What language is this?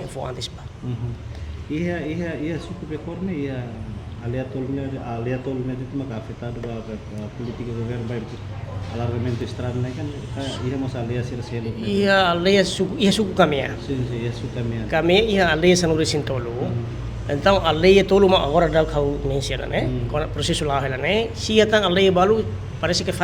Tetum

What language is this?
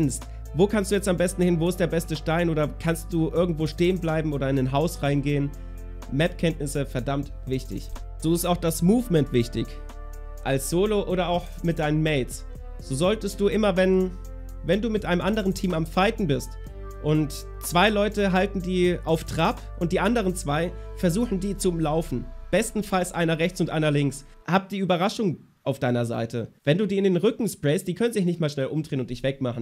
German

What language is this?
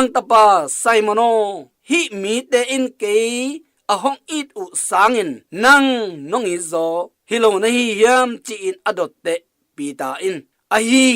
Tedim Chin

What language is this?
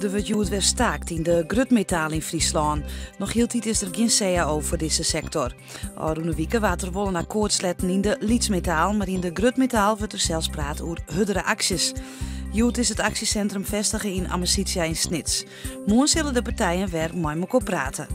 Western Frisian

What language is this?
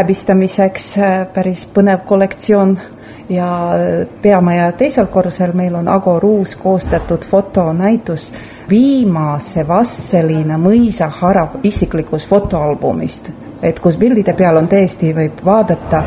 Estonian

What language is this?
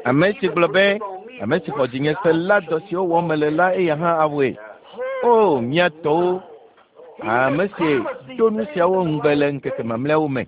Ewe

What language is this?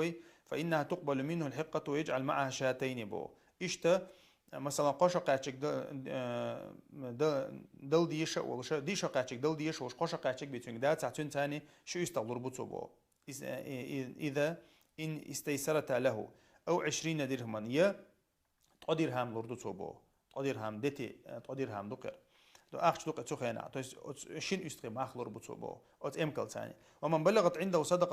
Chechen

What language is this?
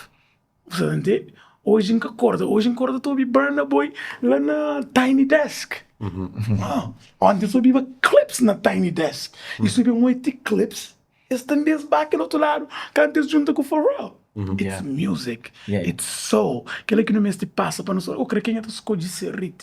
Kabuverdianu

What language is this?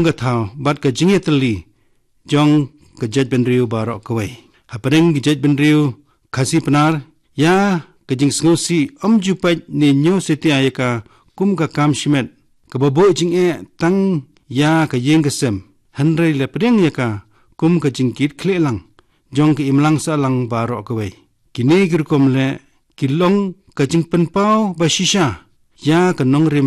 Khasi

